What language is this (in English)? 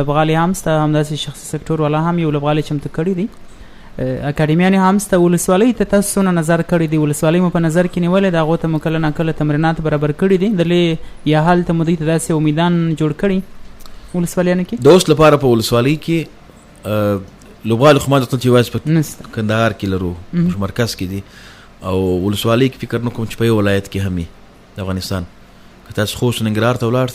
Pashto